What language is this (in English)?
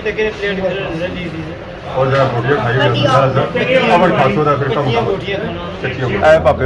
Pahari-Potwari